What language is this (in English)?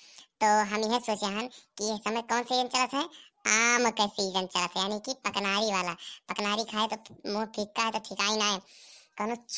Awadhi